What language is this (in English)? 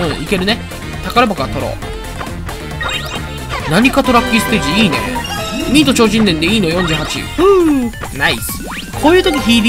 Japanese